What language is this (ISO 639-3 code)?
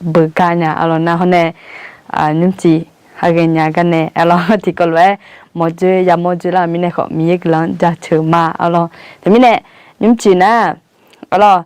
ahk